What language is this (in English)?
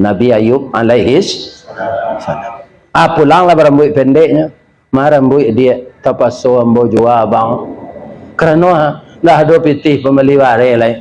Minangkabau